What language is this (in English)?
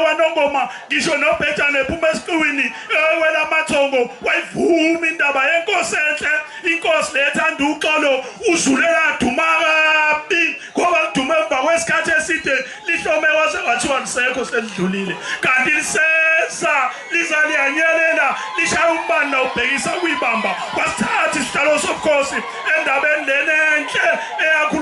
Zulu